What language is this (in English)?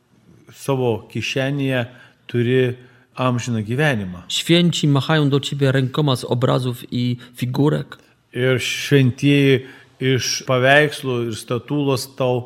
Lithuanian